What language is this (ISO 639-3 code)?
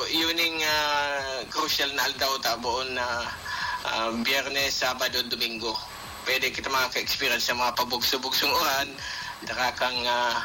bik